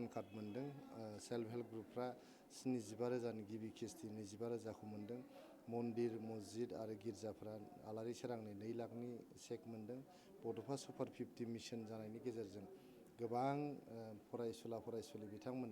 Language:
Bodo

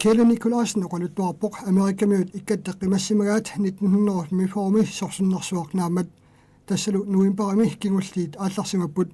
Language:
Kalaallisut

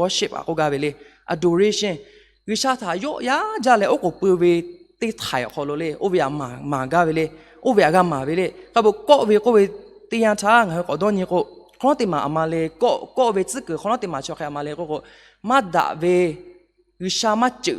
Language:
Lahu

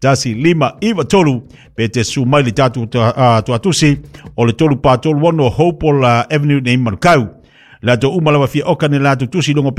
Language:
Samoan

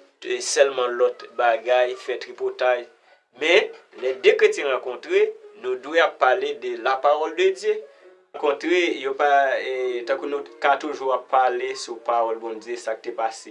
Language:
Haitian Creole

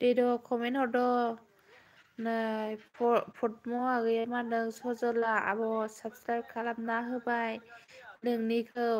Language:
Bodo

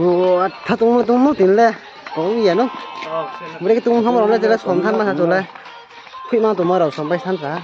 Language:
Riang (India)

